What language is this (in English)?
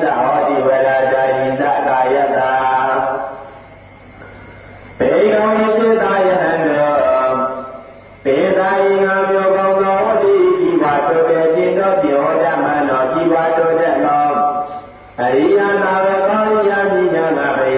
Burmese